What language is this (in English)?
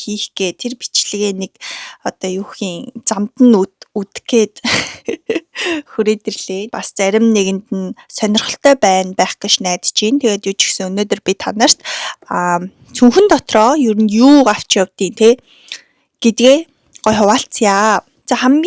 Mongolian